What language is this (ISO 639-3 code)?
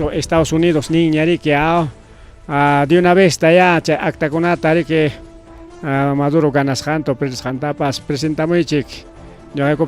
quy